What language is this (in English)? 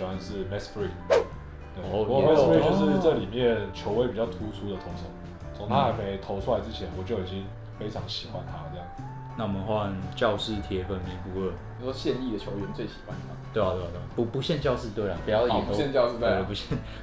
Chinese